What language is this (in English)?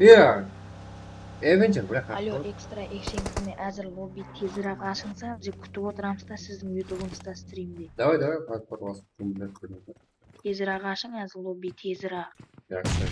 Kara-Kalpak